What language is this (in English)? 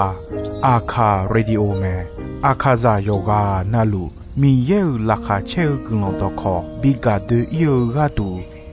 Akha